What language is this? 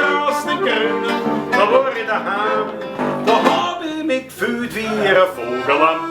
Bavarian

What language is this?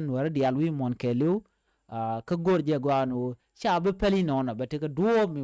Nuer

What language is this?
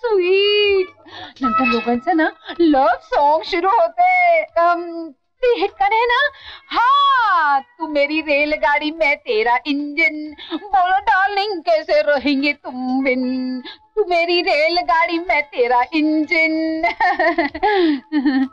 Marathi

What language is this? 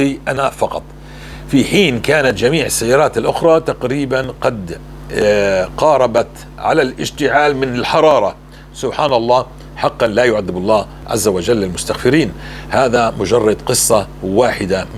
North Levantine Arabic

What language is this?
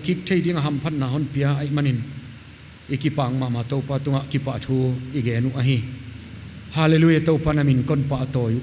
Paite Chin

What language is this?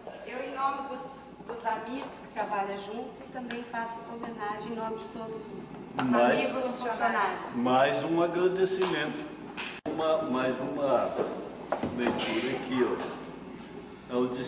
Portuguese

